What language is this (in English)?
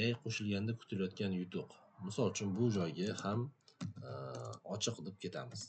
Uzbek